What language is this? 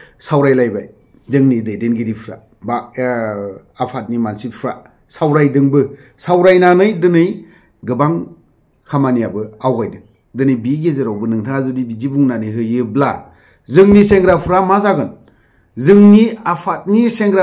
Bodo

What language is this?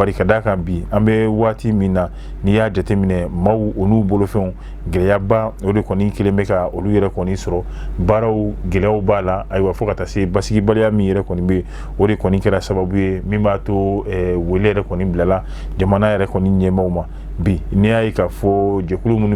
Bambara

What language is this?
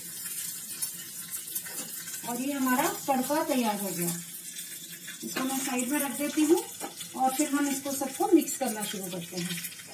Hindi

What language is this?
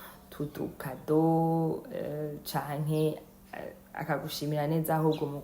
Rundi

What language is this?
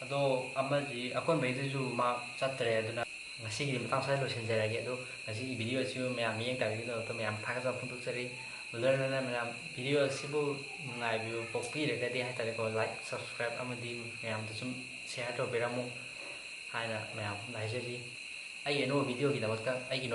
Manipuri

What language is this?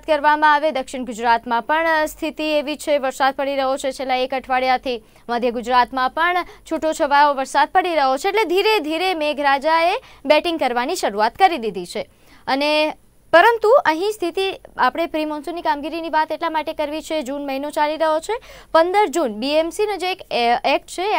Gujarati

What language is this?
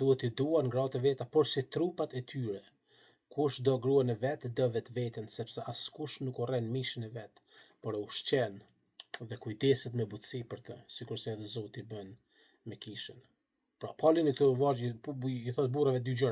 Albanian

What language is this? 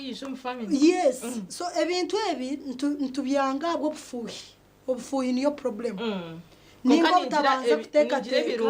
Nyankole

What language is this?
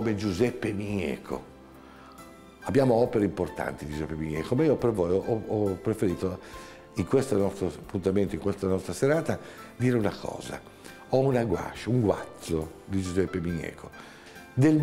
Italian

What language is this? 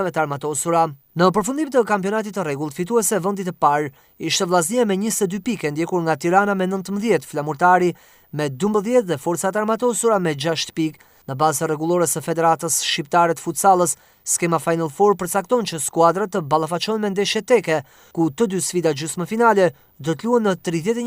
Albanian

